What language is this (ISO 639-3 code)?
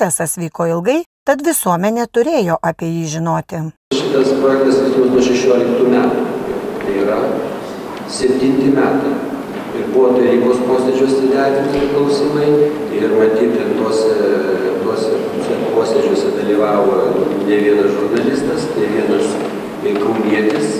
lit